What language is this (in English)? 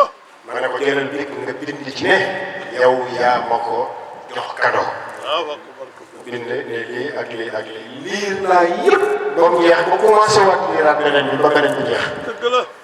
Wolof